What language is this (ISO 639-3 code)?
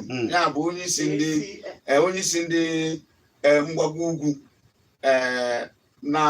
ibo